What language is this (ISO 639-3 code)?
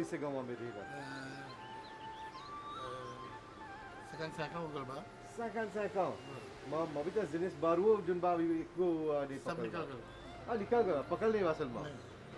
bho